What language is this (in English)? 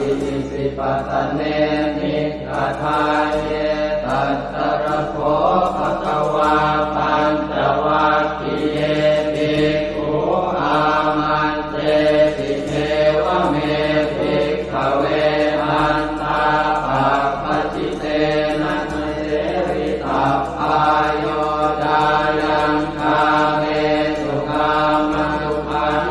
Pali